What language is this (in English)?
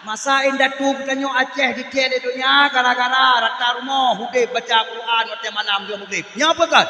Achinese